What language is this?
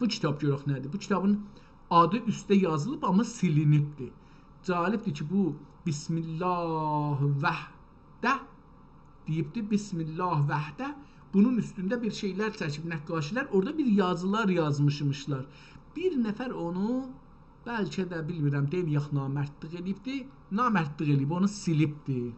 South Azerbaijani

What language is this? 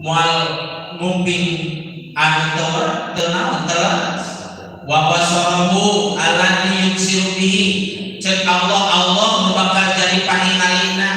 Sundanese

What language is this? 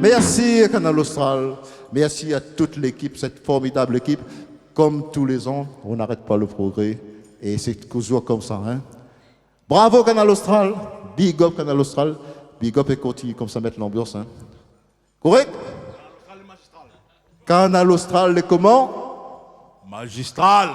Réunion Creole French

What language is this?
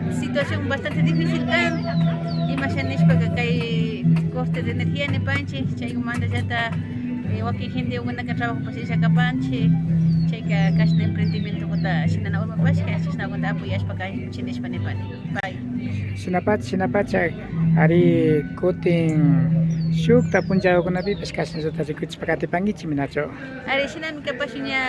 Imbabura Highland Quichua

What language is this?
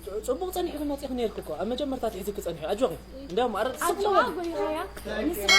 Tigrinya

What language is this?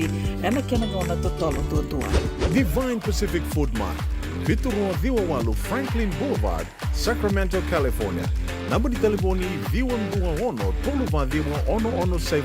Fijian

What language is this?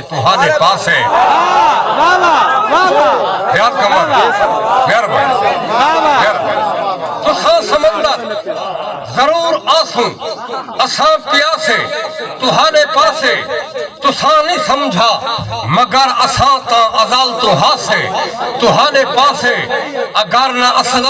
Saraiki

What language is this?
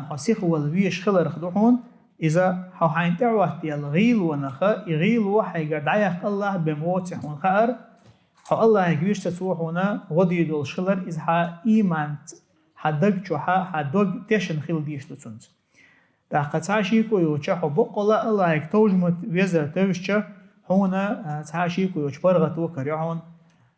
Chechen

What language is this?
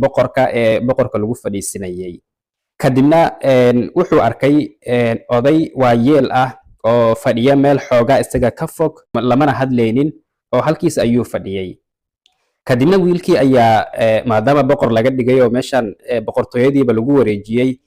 Somali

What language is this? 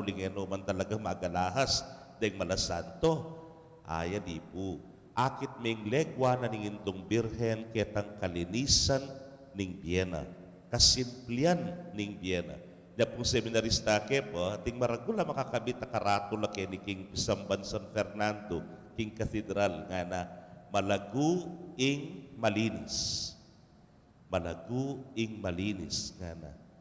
Pampanga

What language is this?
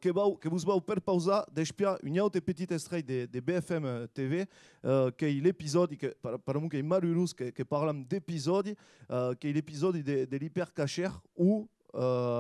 Occitan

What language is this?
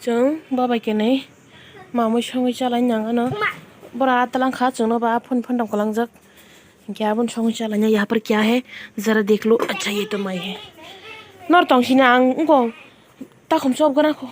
Kok Borok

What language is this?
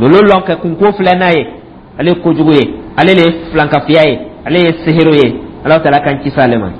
Dyula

